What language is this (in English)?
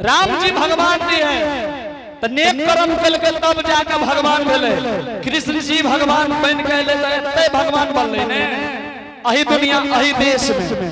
Angika